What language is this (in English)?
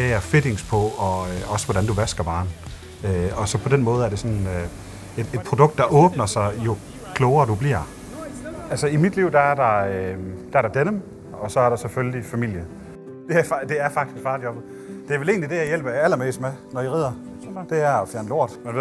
Danish